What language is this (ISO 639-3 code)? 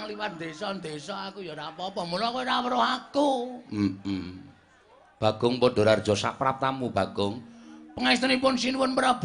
jav